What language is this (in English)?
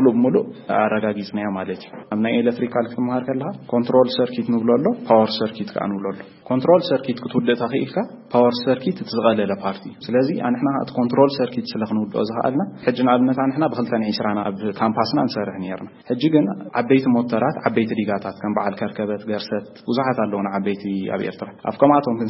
Tigrinya